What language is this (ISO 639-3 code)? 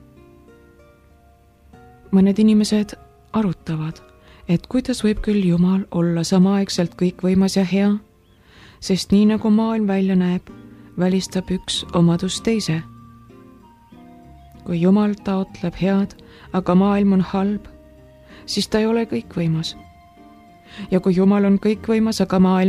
est